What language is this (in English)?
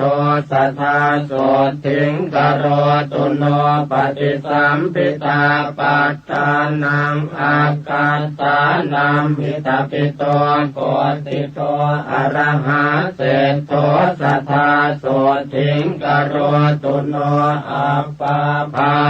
Pali